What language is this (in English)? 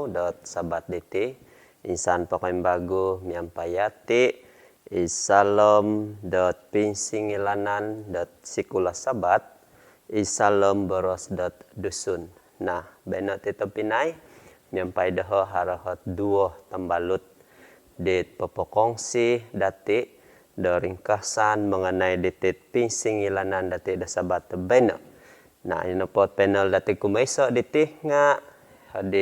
Central Dusun